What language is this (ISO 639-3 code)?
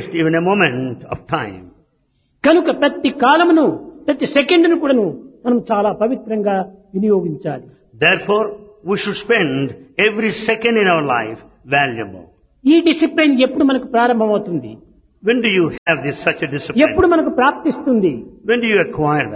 tel